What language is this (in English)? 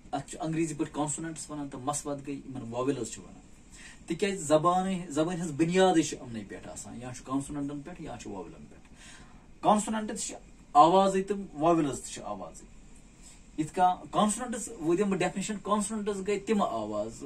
Kashmiri